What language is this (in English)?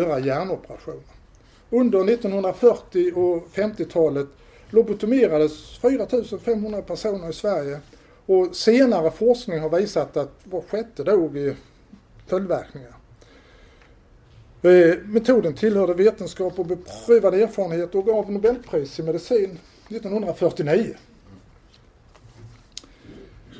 Swedish